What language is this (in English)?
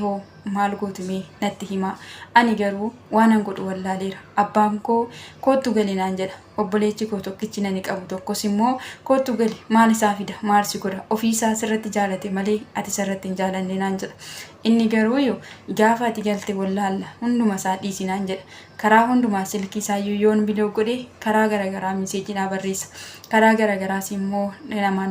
Oromo